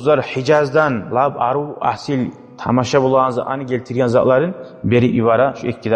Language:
Kumyk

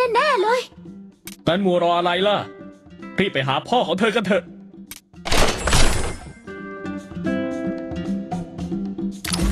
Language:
Thai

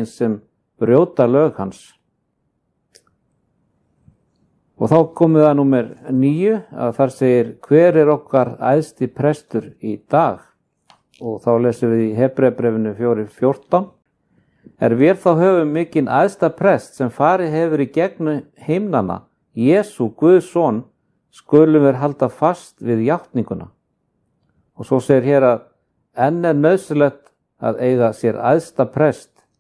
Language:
Icelandic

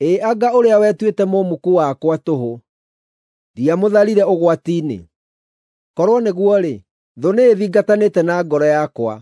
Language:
Kikuyu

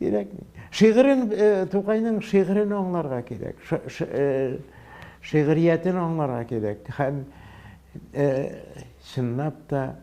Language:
Tatar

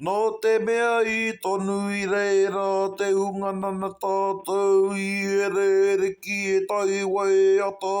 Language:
Māori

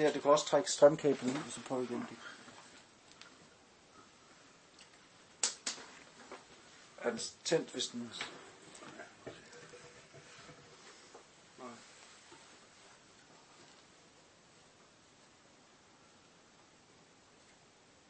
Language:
Danish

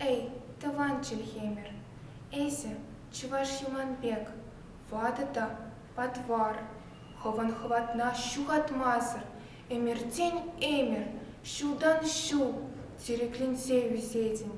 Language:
Chuvash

